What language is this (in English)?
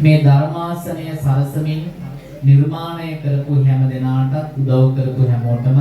Sinhala